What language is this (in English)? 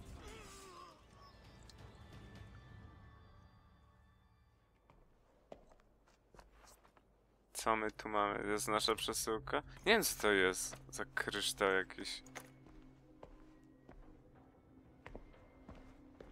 Polish